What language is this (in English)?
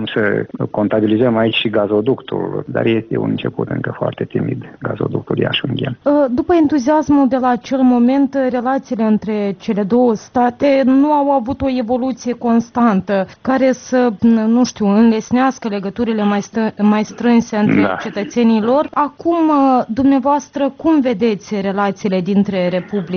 Romanian